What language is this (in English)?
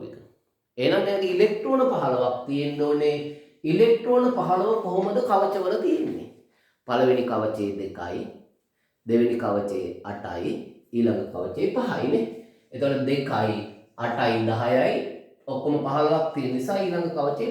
Sinhala